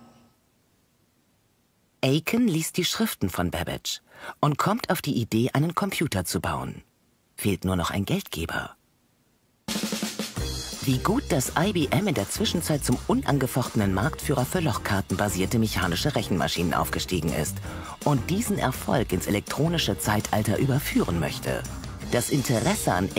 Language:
German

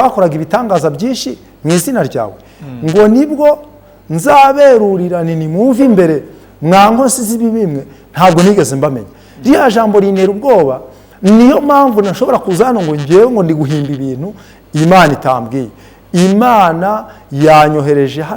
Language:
Kinyarwanda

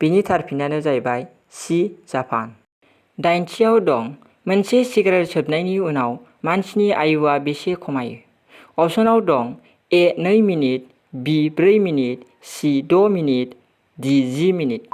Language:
Bodo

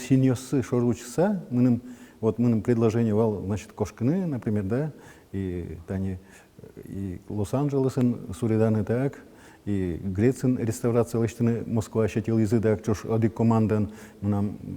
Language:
Udmurt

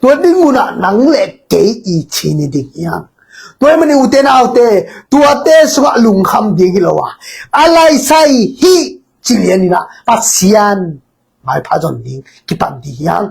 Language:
Tedim Chin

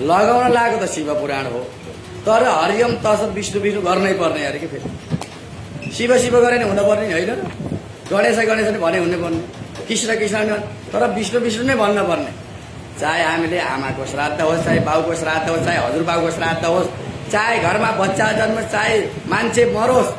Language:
Nepali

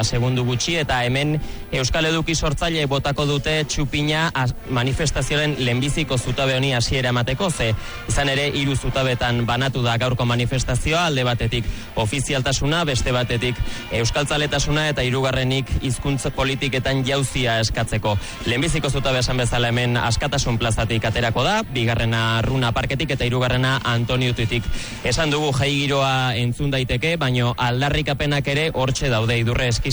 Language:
Basque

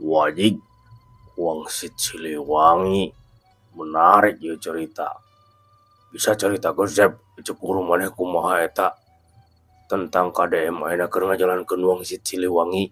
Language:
Sundanese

